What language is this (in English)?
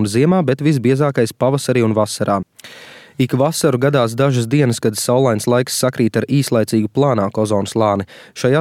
Latvian